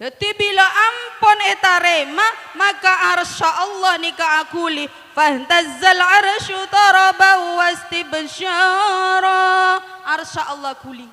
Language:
Madurese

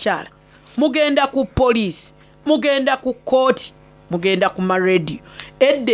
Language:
Soga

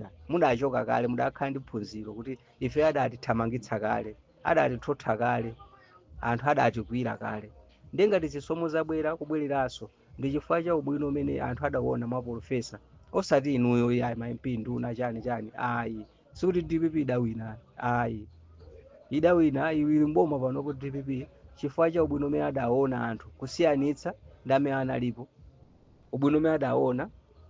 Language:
Nyanja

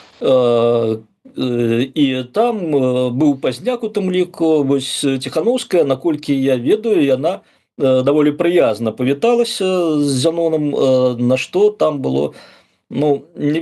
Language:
Belarusian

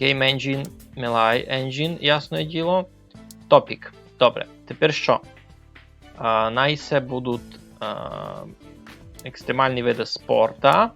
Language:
Rusyn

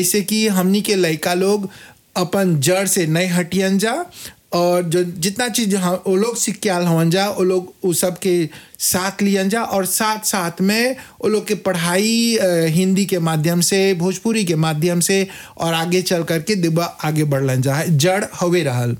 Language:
Bhojpuri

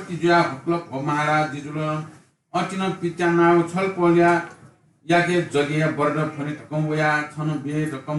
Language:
Newari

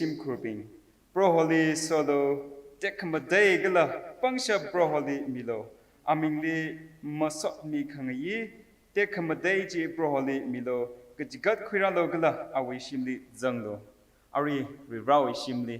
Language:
Tangkhul Naga (India)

